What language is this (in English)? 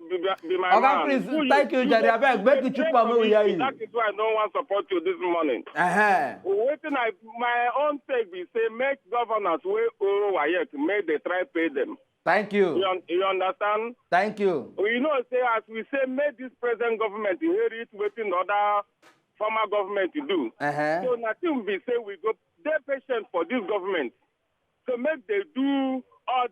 Nigerian Pidgin